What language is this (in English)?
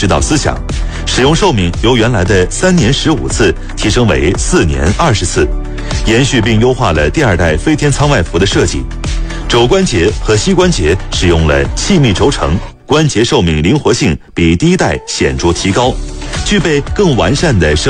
Chinese